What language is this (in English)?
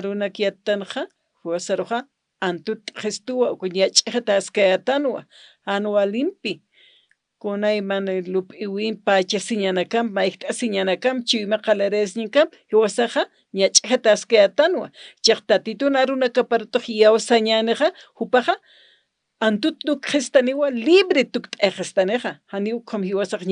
Aymara